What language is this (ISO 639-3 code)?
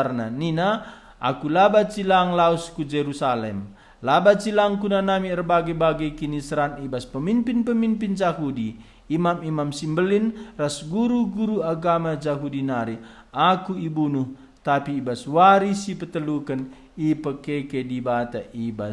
btx